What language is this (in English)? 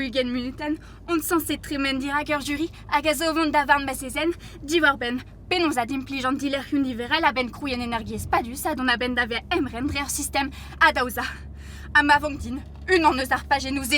Breton